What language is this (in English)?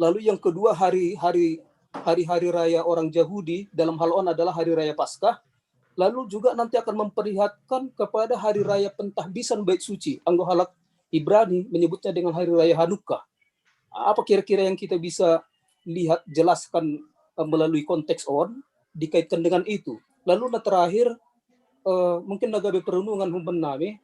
Batak Simalungun